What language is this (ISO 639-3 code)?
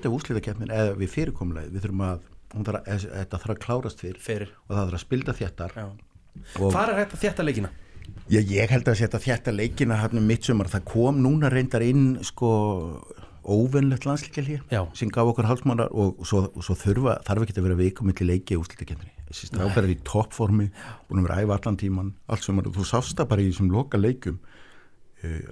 isl